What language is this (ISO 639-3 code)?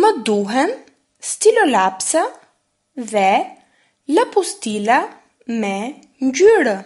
sqi